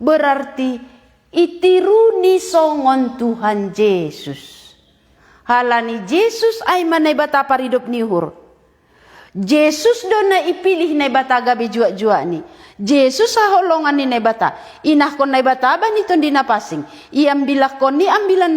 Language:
Batak Simalungun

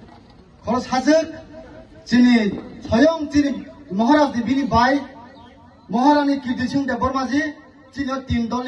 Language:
Kok Borok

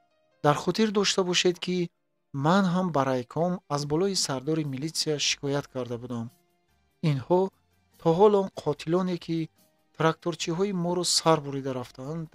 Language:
Tajik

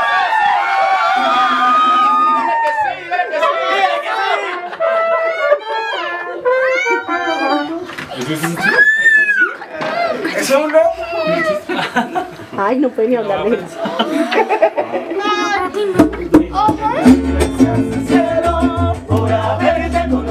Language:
Spanish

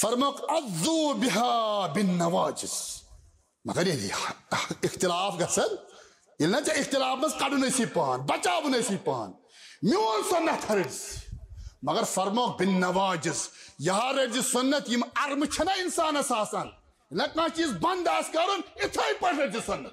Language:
Kashmiri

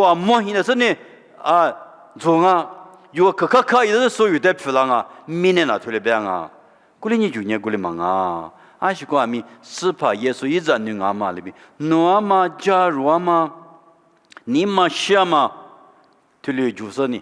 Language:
Lisu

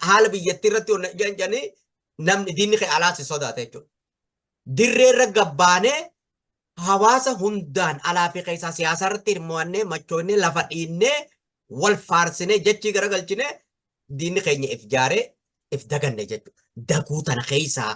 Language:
Oromo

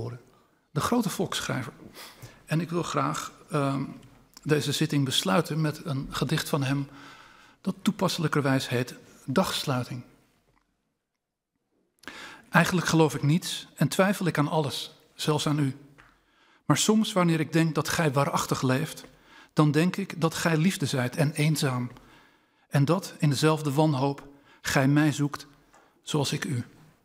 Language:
Dutch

